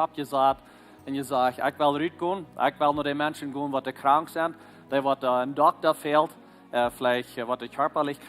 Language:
Plautdietsch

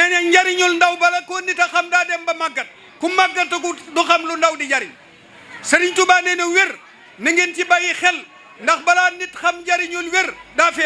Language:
Wolof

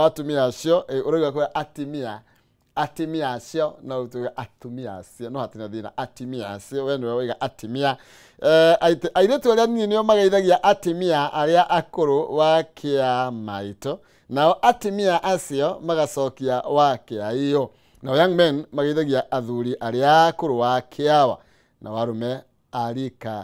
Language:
Kikuyu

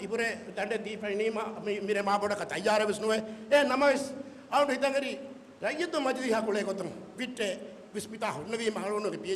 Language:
Divehi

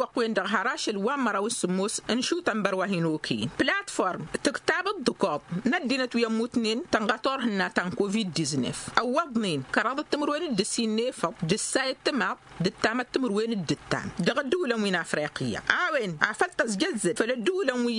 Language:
Tamasheq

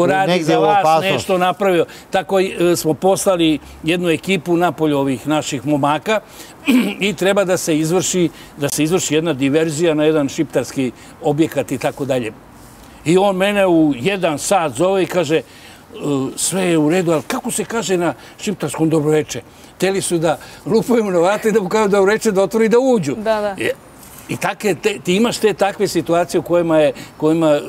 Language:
Serbian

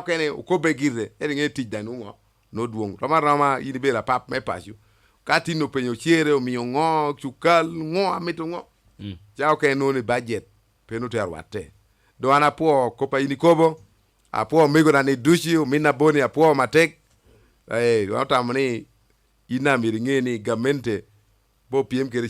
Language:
Lango (Uganda)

